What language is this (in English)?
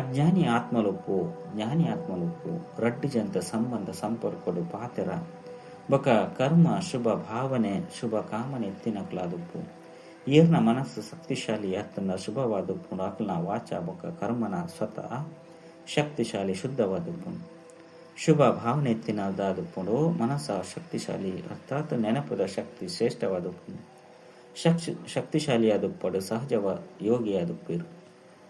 Tulu